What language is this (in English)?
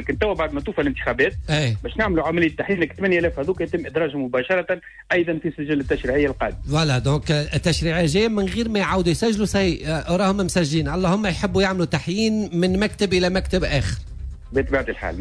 Tunisian Arabic